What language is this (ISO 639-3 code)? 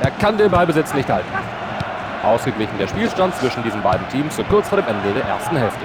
bar